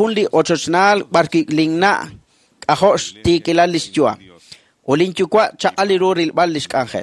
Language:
Kekchí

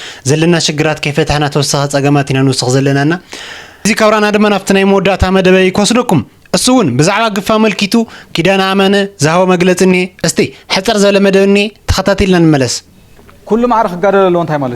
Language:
Tigrinya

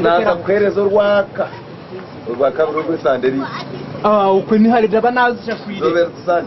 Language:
Nyankole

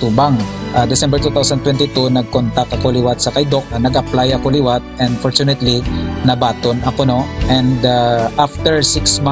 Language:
Hiligaynon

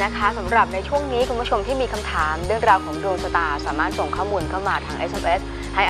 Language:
Thai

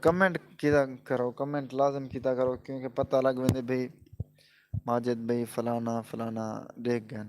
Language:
Saraiki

